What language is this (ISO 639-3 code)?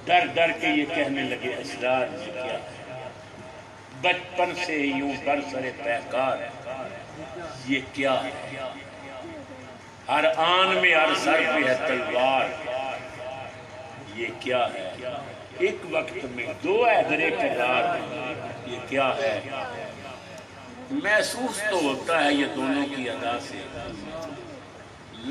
urd